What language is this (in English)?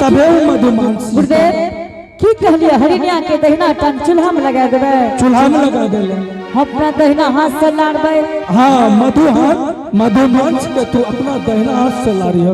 Angika